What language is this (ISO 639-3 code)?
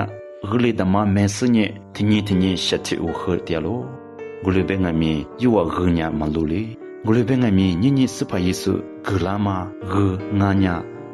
lis